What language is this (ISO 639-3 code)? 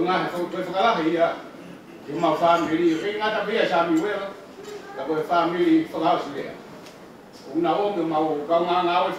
ton